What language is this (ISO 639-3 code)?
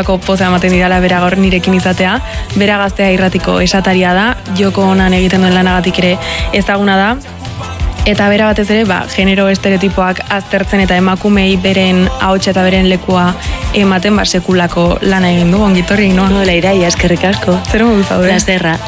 eus